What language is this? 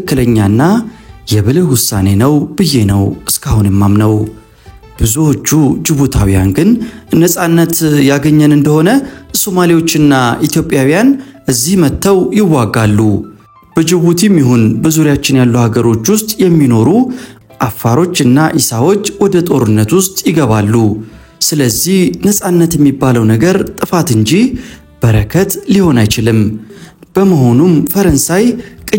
Amharic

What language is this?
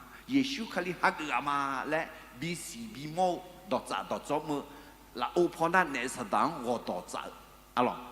Akha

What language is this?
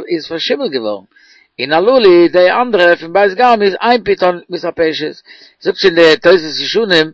Yiddish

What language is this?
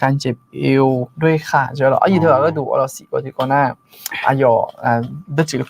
Akha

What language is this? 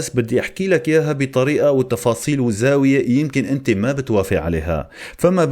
North Levantine Arabic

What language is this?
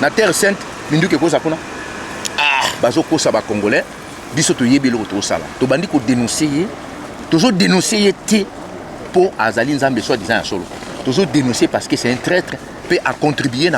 Lingala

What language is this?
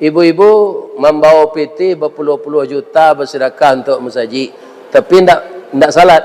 Minangkabau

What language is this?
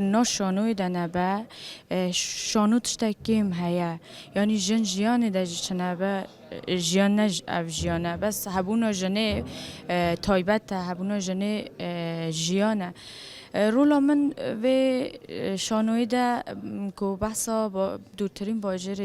Kurdish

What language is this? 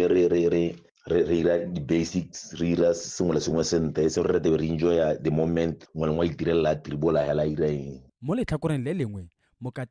Tswana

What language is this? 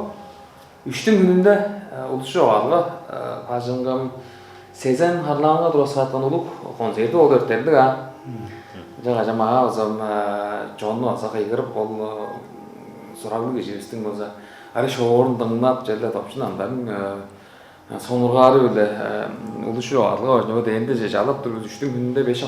Tuvinian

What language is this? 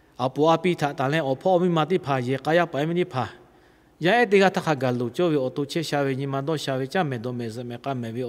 Lahu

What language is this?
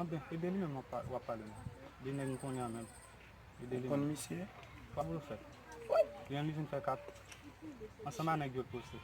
Haitian Creole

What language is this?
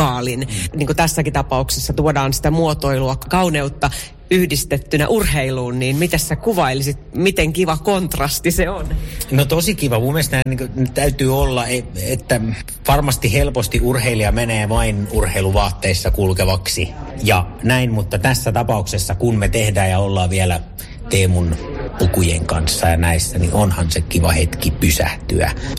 Finnish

